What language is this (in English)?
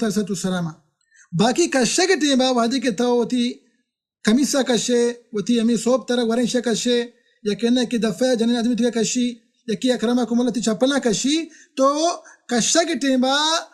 Baluchi